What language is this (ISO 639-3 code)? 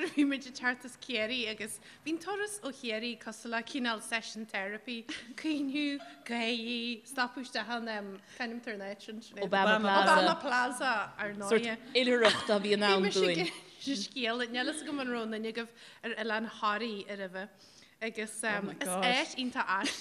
gle